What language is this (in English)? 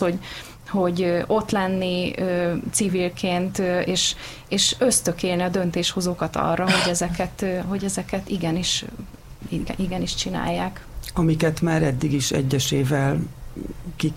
Hungarian